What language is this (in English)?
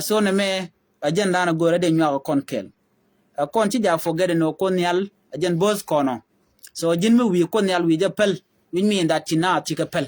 Nuer